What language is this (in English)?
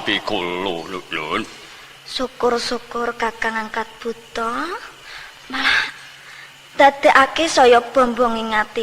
Javanese